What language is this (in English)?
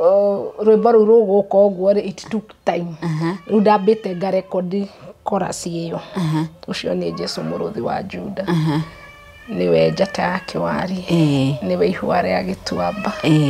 Kikuyu